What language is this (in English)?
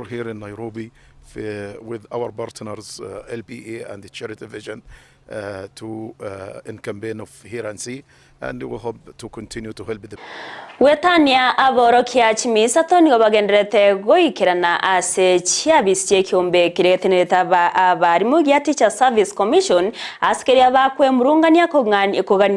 Gusii